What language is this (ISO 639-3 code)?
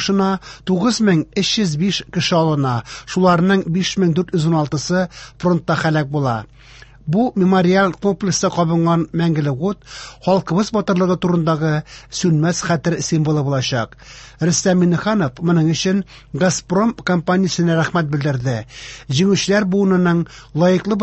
tat